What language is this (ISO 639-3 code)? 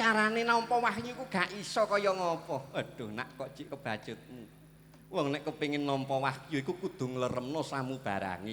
jav